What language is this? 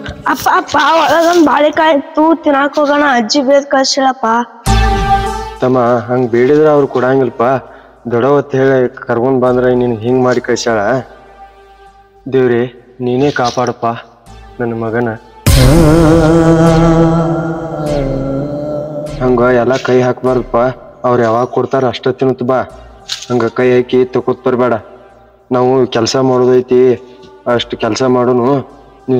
Kannada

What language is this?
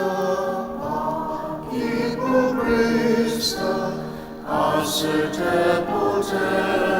Ao Naga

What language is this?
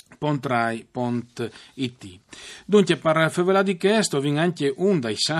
Friulian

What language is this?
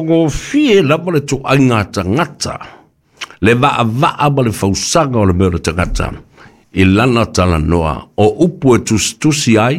Samoan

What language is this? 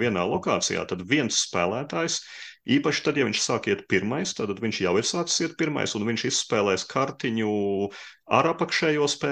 Latvian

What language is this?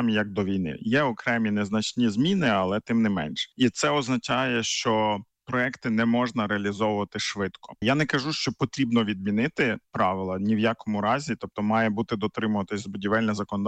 Ukrainian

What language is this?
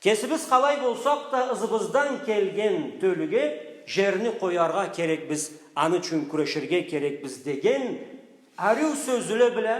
Karachay-Balkar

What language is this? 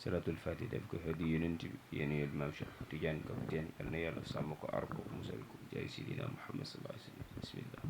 Wolof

